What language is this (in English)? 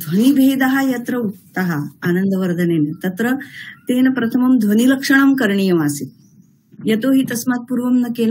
Sanskrit